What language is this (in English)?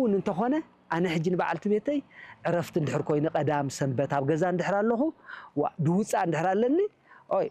Tigrinya